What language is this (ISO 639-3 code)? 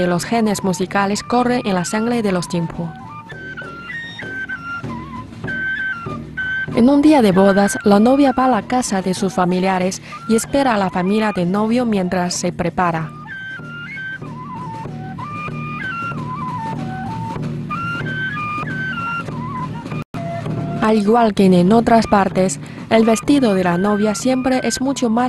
spa